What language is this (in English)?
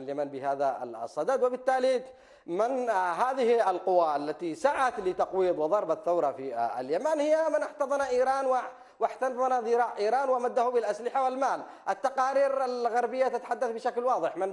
Arabic